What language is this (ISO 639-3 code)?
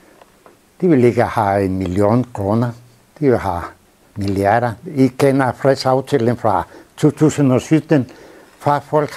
dan